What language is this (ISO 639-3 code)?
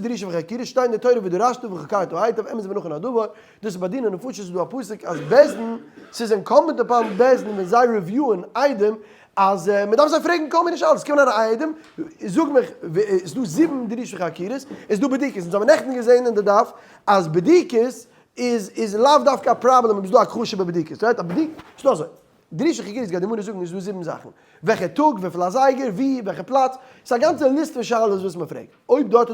yid